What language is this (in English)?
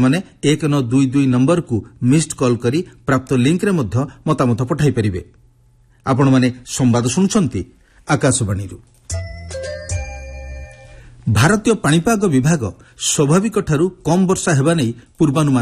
Odia